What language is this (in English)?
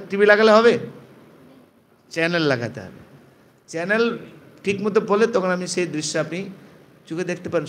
Bangla